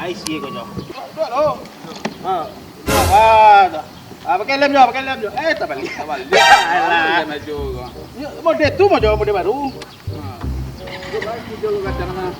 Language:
Minangkabau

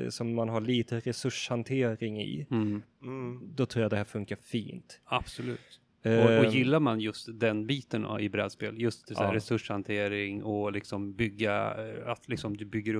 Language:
Swedish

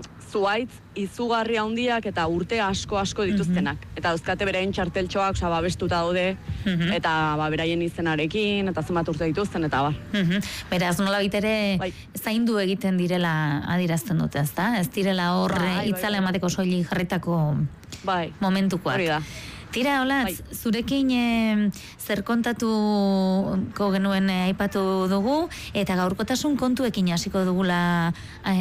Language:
Basque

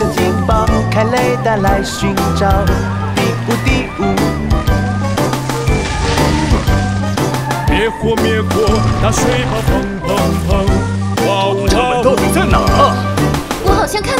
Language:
Chinese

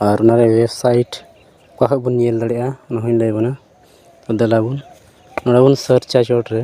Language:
Santali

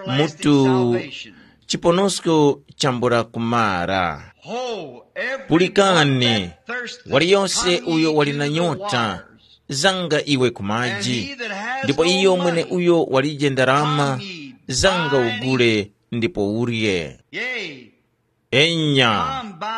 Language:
Tumbuka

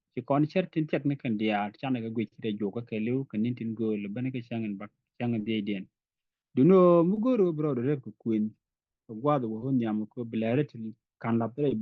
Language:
Nuer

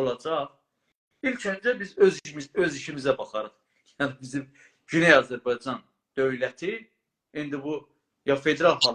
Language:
South Azerbaijani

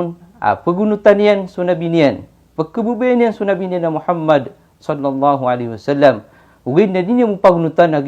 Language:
Maranao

